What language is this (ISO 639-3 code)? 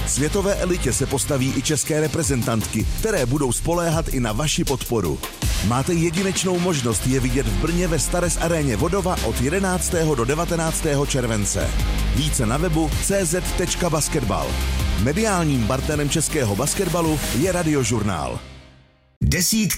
ces